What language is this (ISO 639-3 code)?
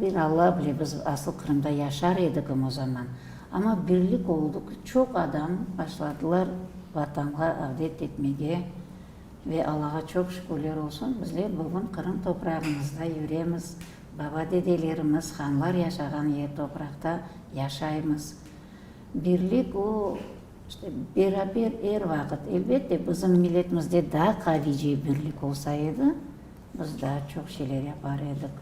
crh